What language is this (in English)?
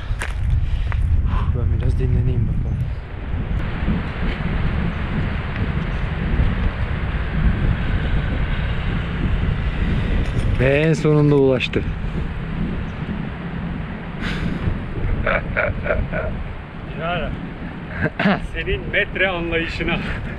Turkish